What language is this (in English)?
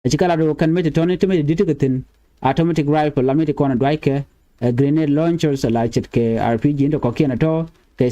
Nuer